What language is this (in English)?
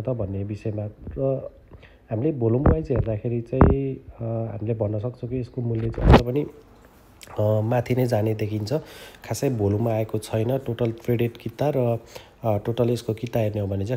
Nepali